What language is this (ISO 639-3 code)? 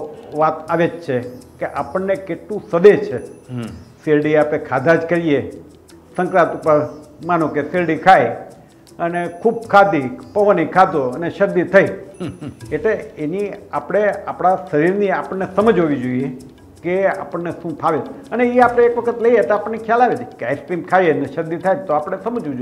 guj